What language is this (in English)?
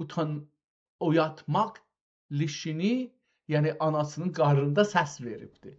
South Azerbaijani